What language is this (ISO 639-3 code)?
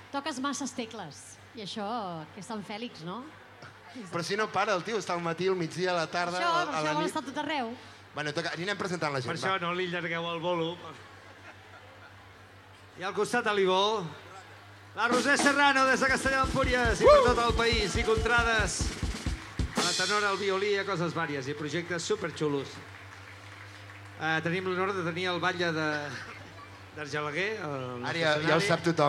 cat